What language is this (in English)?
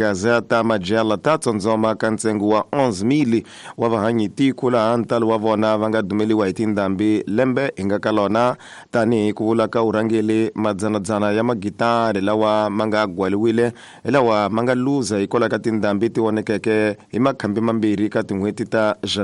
Tsonga